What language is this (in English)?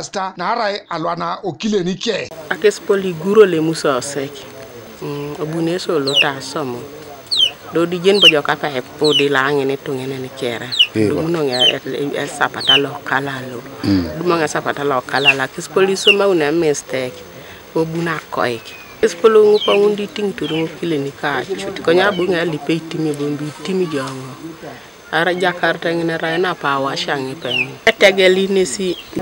Teso